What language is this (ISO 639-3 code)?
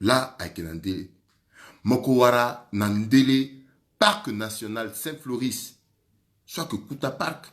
sag